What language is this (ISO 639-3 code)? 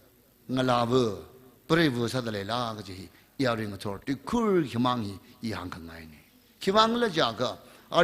nmf